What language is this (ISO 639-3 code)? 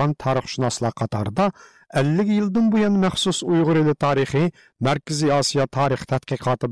uig